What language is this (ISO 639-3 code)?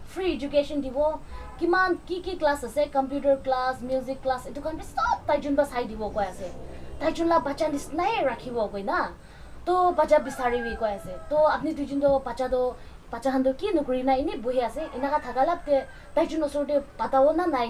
nag